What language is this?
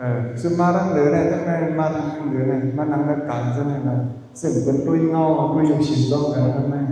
Shan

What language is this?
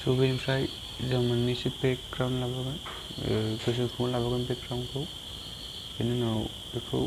Bodo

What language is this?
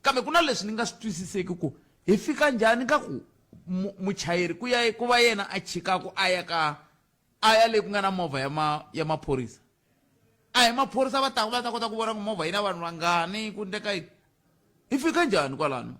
Tsonga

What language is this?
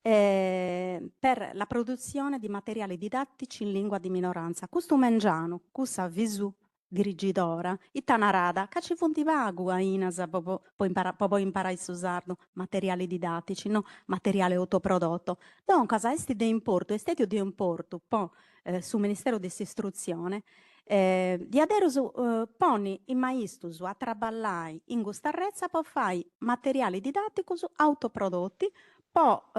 Sardinian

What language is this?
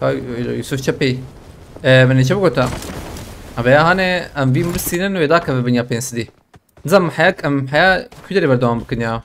Kurdish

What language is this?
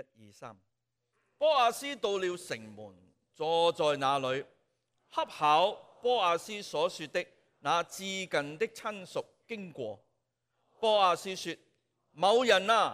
Cantonese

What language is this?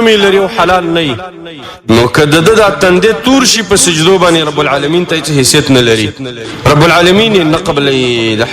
Pashto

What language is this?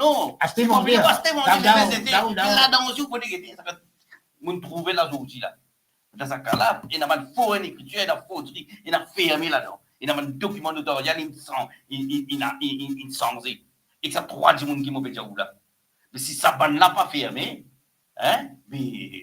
Morisyen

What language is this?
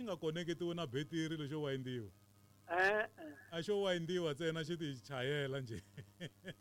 Tsonga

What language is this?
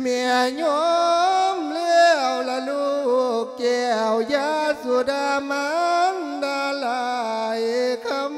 Lao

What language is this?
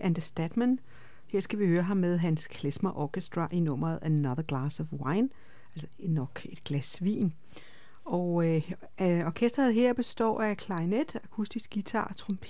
Danish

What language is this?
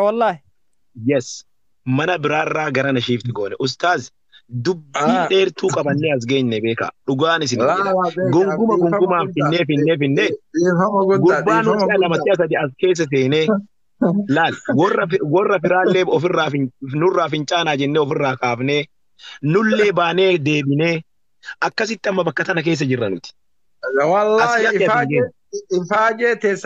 Oromo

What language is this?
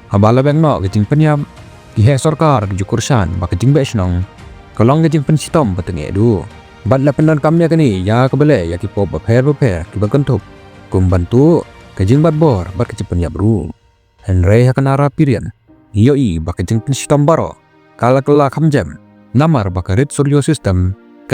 Khasi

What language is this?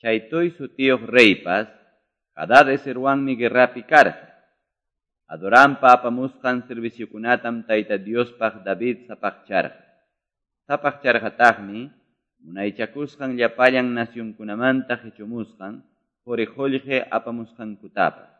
Quechua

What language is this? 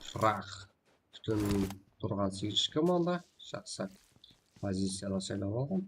Kara-Kalpak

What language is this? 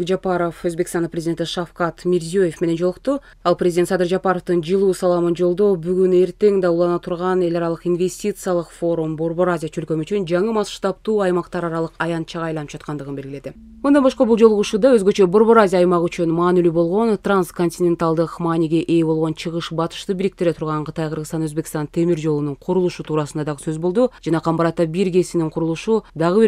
Kyrgyz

